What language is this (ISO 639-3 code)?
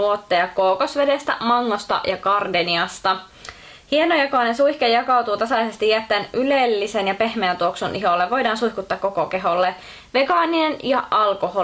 fin